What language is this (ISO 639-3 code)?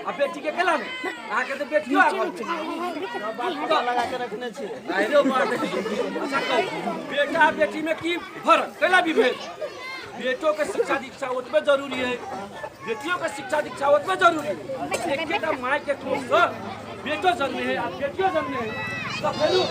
mai